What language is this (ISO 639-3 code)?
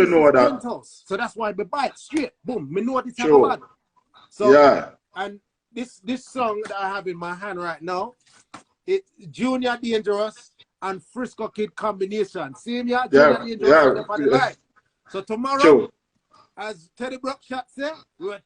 jam